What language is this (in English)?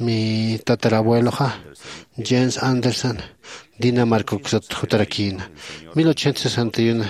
Aymara